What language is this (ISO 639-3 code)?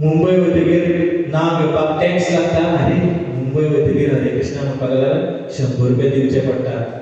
kok